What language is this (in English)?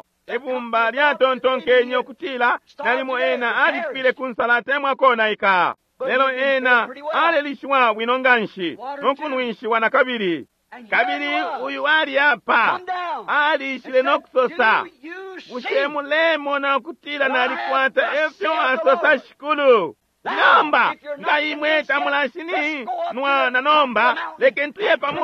Bemba